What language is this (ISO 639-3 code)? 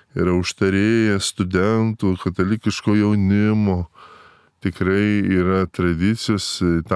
lit